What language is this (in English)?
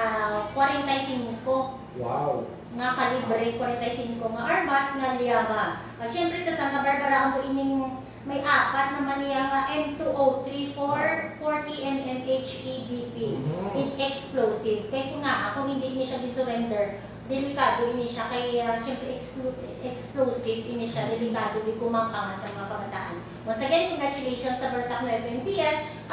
Hiligaynon